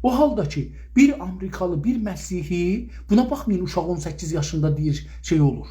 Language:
South Azerbaijani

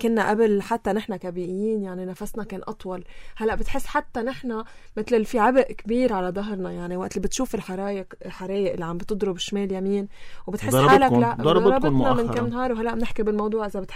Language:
North Levantine Arabic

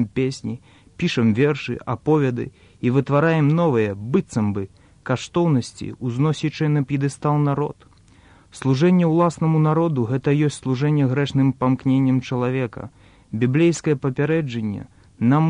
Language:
Belarusian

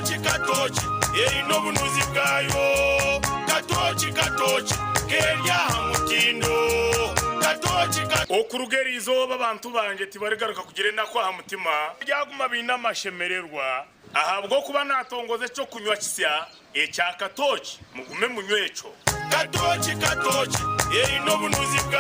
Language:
Nyankole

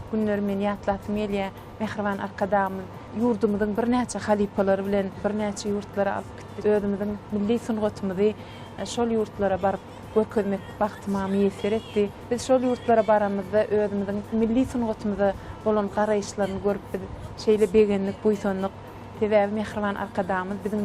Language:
Turkmen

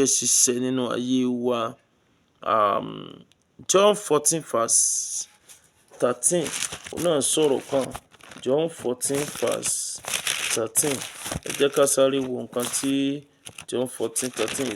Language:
Yoruba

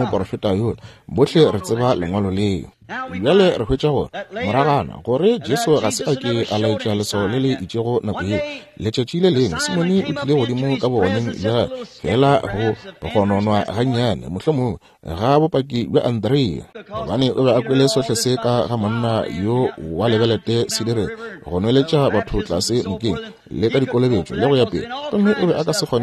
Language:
Northern Sotho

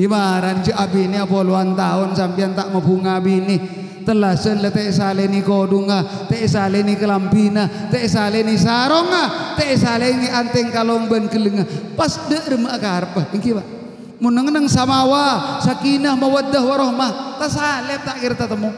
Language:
Madurese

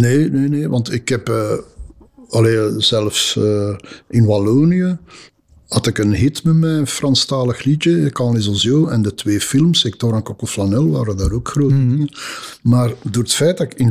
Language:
Dutch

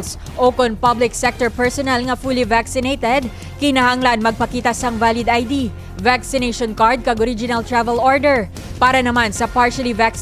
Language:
Hiligaynon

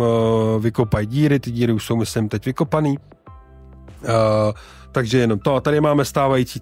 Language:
Czech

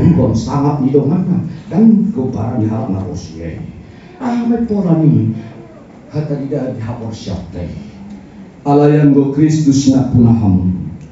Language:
Batak Toba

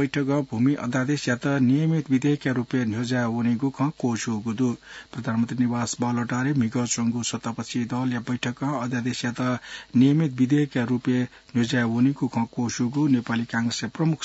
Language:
Newari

